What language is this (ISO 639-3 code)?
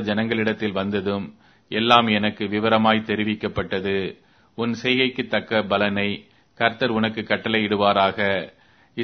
tam